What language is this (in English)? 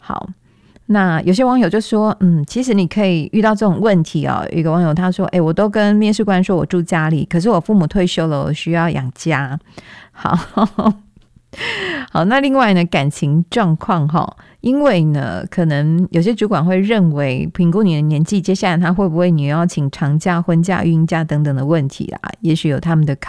Chinese